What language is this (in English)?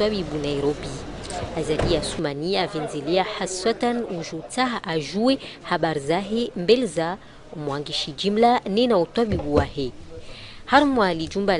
Ngazidja Comorian